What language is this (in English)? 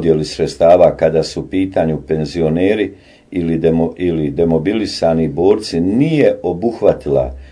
Bosnian